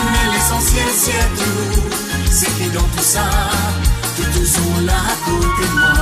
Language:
Morisyen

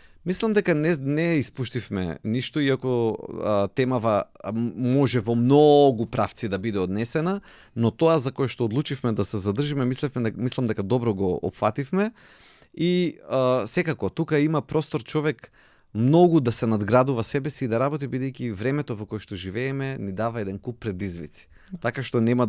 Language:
Macedonian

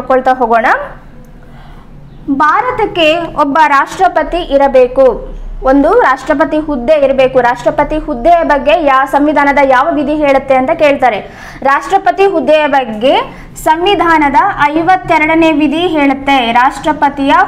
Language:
Kannada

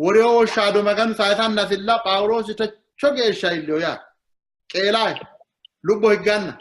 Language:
Sidamo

